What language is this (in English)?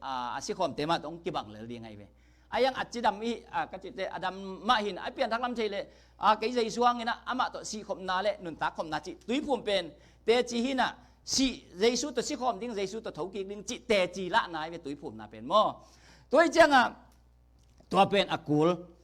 Tedim Chin